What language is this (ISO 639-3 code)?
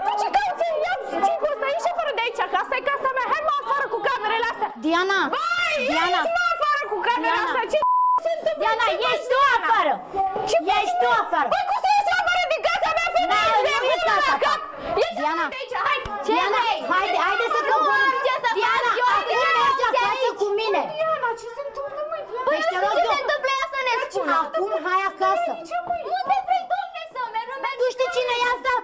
ron